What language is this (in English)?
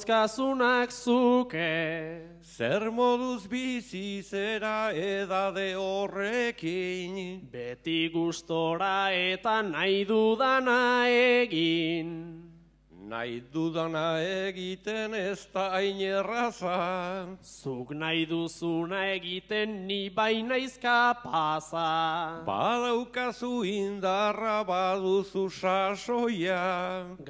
Basque